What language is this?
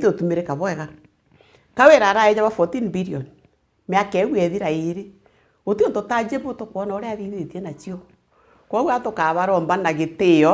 Meru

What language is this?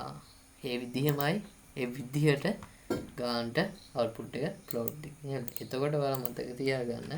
Sinhala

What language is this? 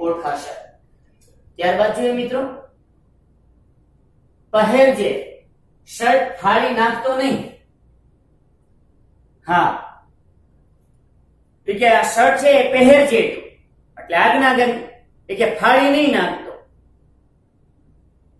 Gujarati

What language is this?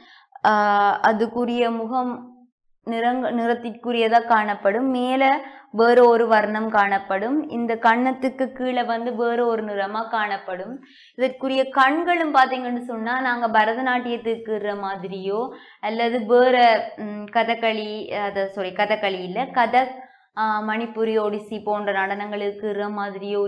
Tamil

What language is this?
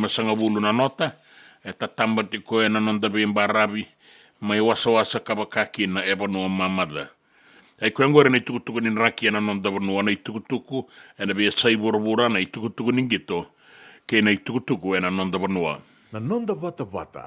Fijian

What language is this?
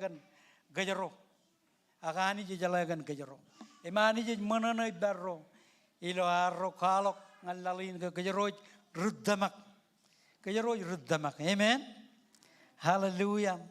Marshallese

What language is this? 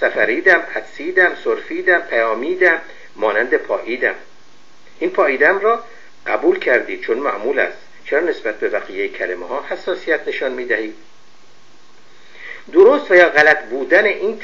Persian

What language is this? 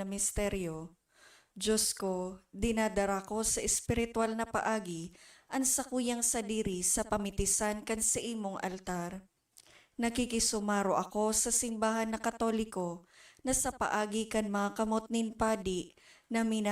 Bikol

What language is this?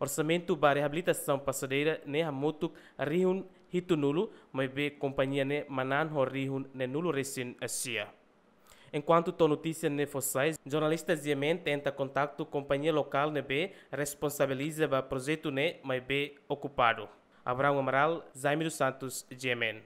Tetum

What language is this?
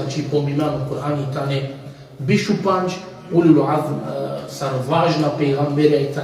Balkan Romani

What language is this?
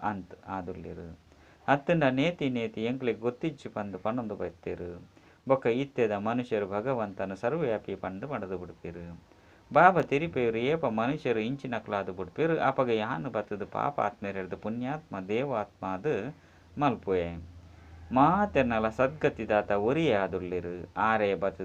Tulu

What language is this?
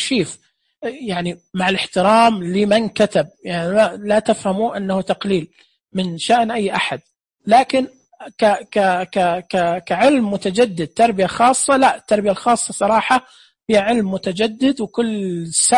Najdi Arabic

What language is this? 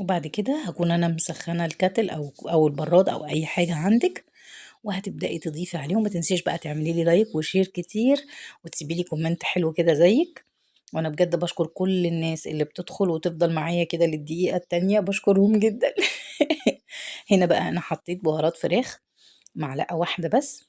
Egyptian Arabic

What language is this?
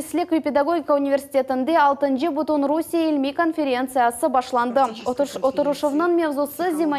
Crimean Tatar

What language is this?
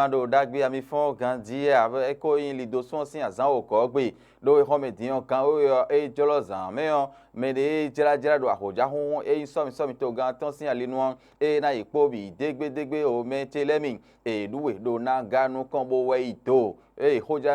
Fon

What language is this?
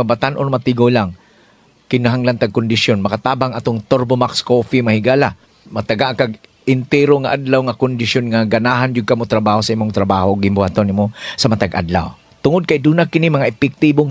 Cebuano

